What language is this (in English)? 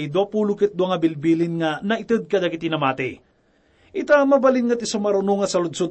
Iloko